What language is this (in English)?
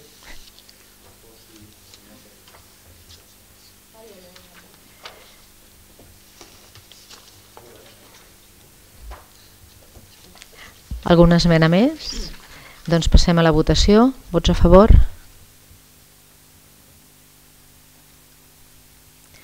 Catalan